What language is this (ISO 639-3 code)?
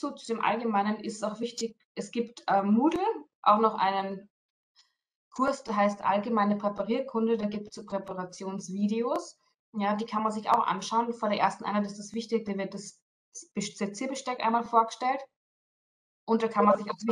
deu